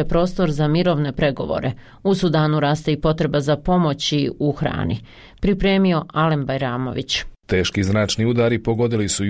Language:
Bosnian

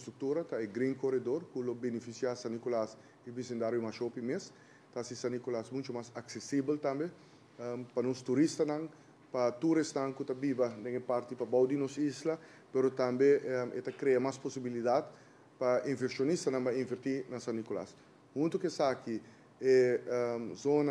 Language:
Papiamento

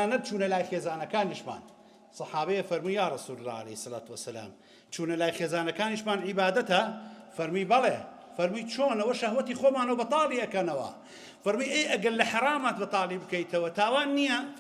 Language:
Central Kurdish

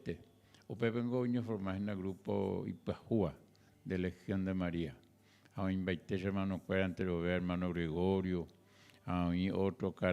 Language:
Guarani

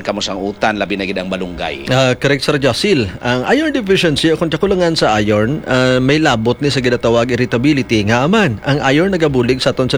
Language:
Hiligaynon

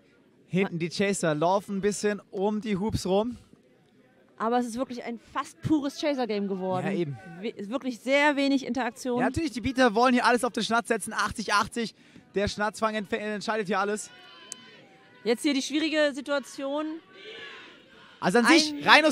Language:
German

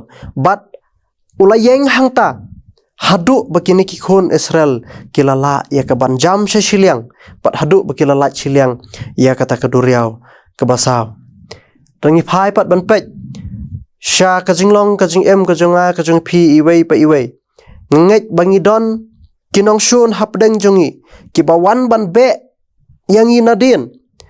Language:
Khasi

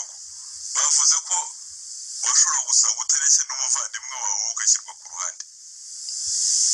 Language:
Kinyarwanda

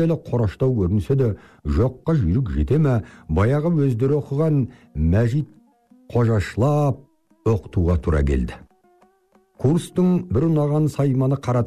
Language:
Kazakh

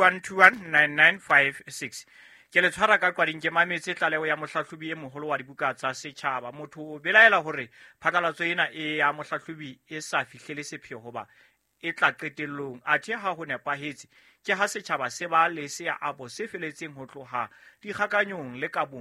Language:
Southern Sotho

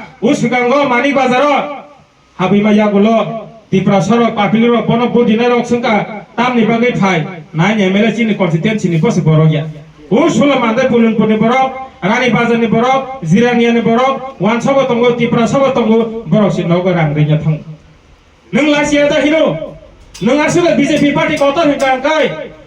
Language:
Kok Borok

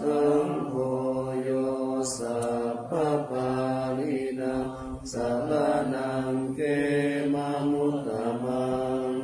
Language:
Pali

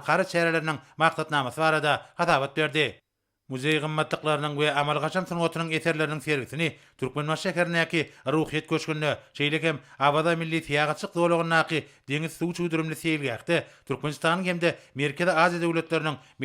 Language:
Turkmen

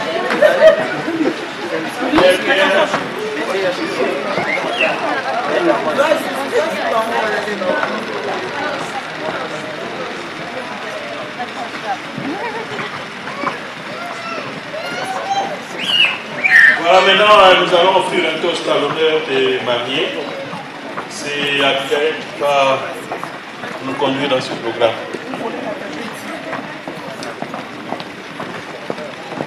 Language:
French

